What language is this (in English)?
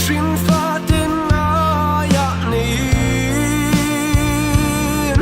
Mizo